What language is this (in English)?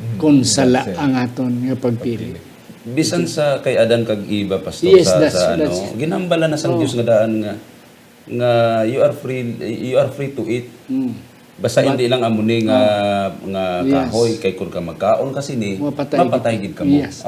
Hiligaynon